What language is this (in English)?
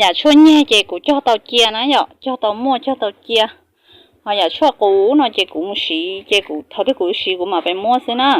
Hmong